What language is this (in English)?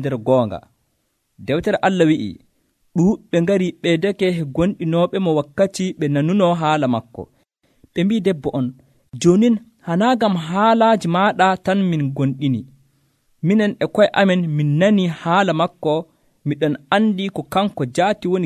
Nigerian Fulfulde